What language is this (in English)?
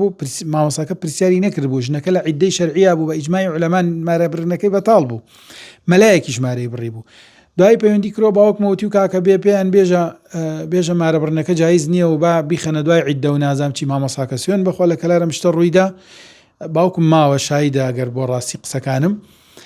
Central Kurdish